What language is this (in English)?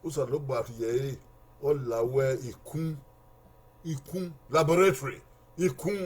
Bini